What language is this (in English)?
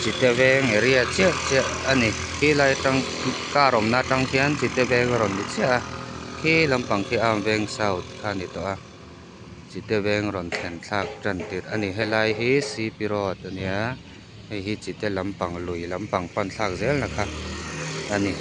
Mizo